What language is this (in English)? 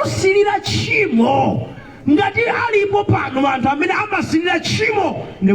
Nyanja